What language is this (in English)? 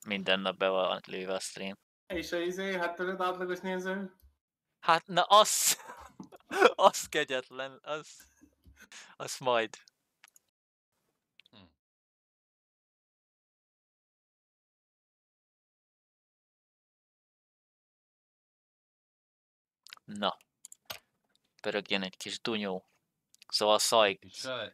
Hungarian